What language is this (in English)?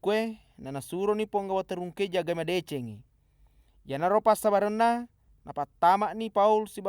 Buginese